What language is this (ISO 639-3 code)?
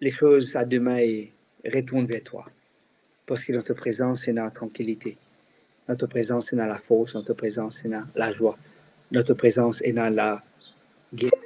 mfe